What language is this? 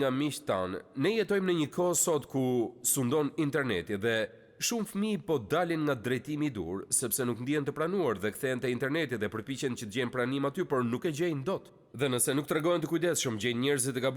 Albanian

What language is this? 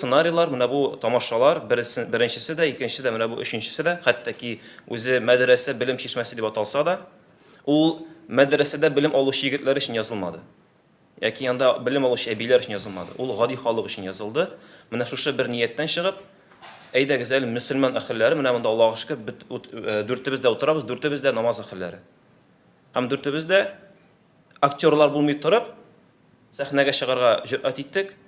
Tatar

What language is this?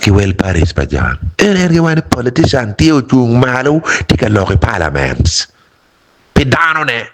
Acoli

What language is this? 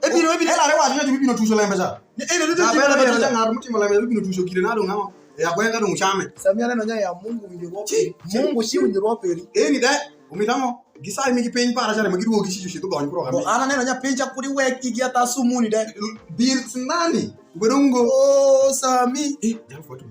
Alur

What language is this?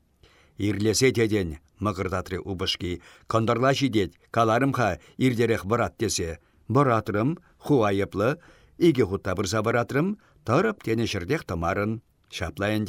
Chuvash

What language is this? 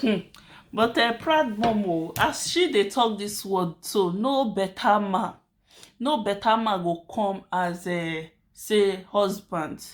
Nigerian Pidgin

